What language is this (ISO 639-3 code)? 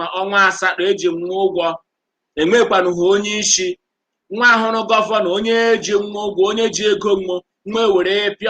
ibo